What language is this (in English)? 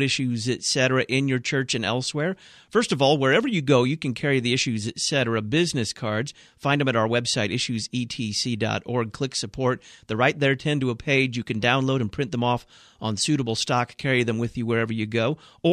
English